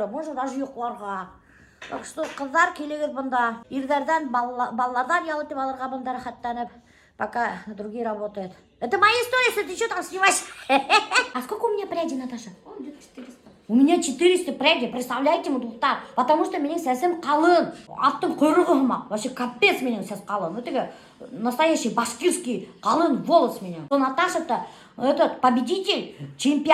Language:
Bashkir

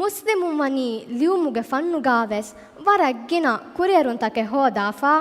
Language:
Divehi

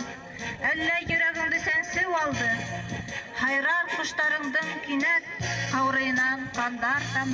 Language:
Bashkir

